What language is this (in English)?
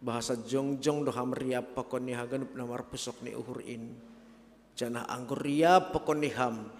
Batak Simalungun